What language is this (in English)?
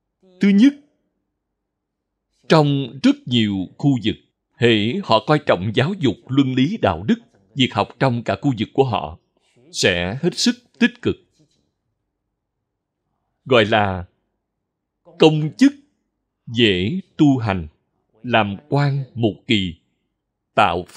Vietnamese